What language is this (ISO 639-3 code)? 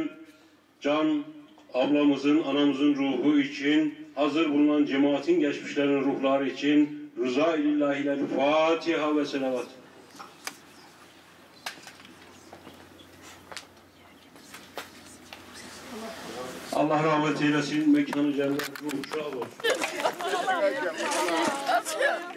tur